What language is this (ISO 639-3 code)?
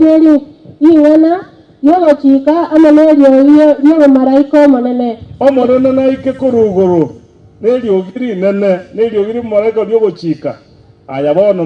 guz